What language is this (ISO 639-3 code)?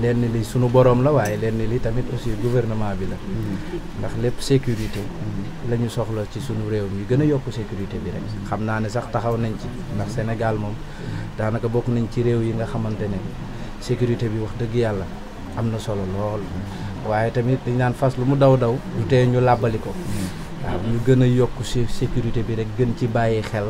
wol